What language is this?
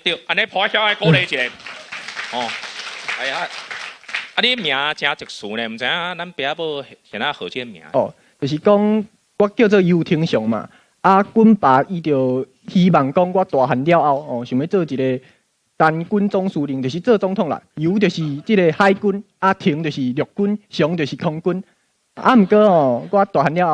Min Nan Chinese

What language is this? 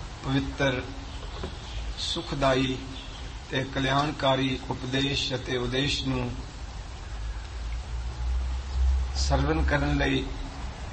Punjabi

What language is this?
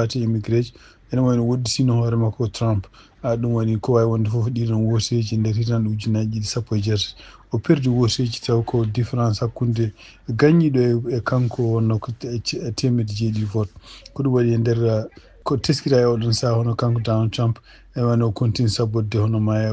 Fula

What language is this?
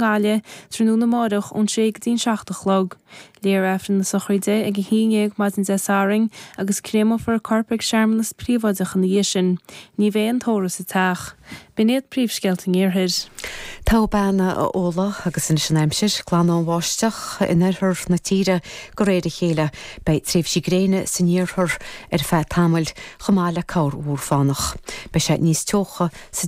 Irish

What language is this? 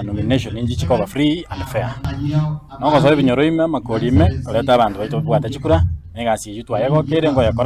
Gusii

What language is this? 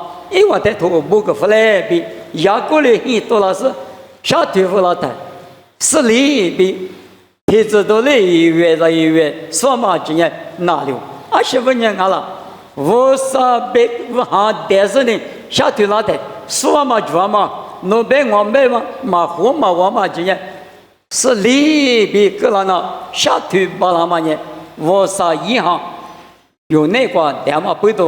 Lisu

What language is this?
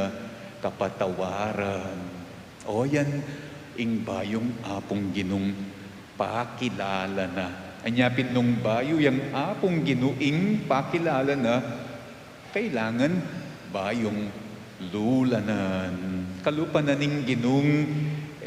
Pampanga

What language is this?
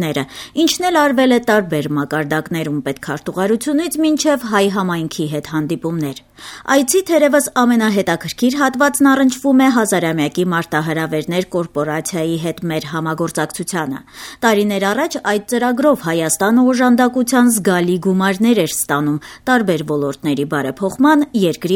Armenian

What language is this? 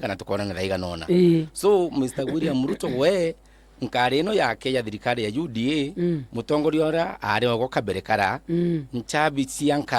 Meru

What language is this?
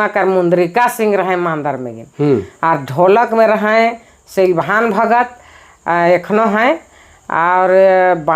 Sadri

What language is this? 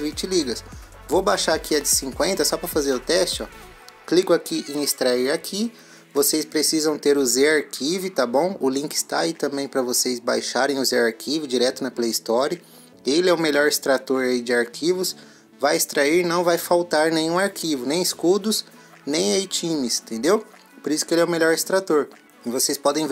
Portuguese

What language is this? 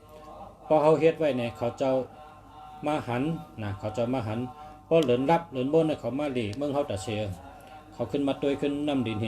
Shan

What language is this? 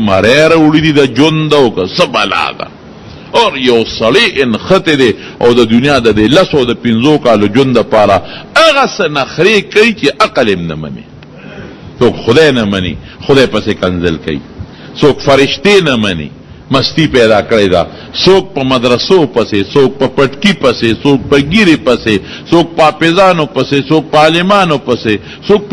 Pashto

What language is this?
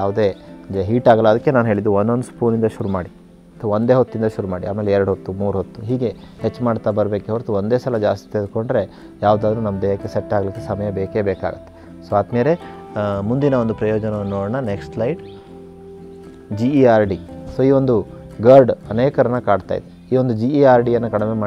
Kannada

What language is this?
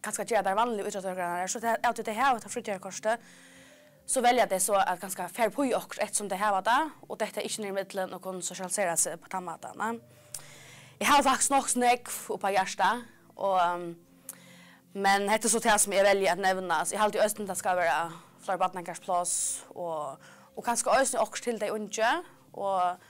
Faroese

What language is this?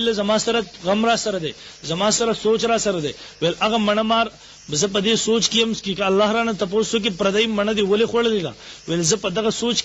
Pashto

